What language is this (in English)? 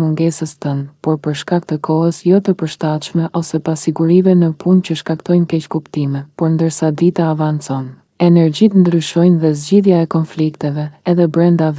Albanian